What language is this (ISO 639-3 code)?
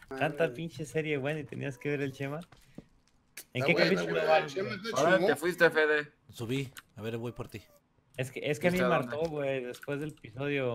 spa